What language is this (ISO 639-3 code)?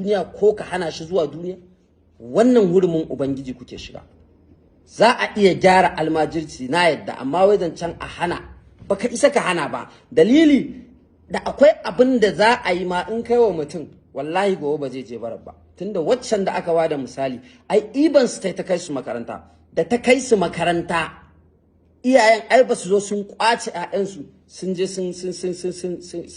hau